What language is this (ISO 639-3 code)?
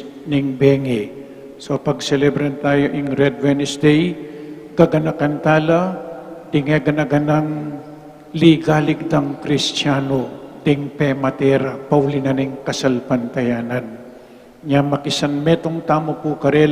pam